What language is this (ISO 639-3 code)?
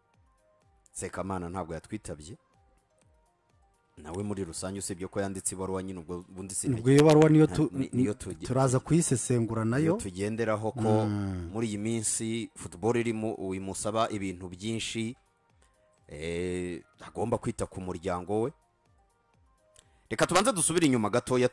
kin